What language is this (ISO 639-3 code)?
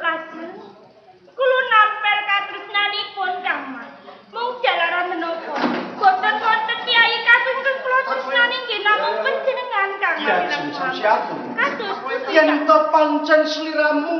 jav